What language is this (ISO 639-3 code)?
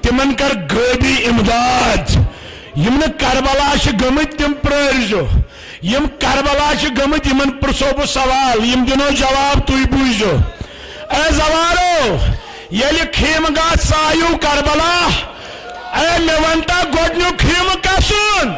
kas